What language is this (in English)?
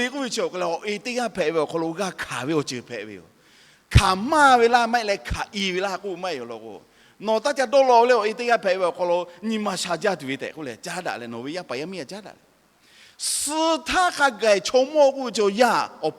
Lahu